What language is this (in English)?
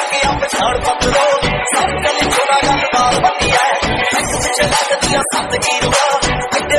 Punjabi